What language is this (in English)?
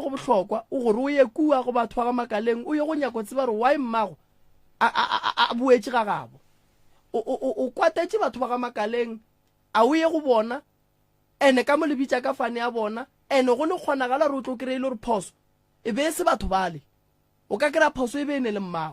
Northern Sotho